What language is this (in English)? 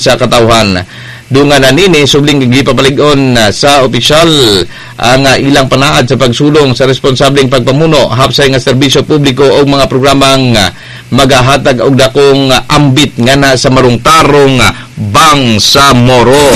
Cebuano